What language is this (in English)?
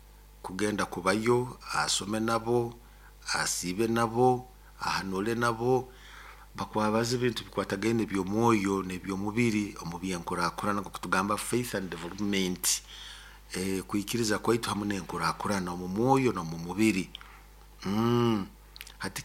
Nyoro